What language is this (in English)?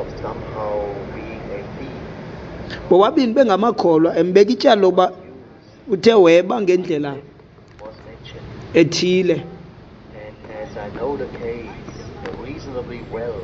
Xhosa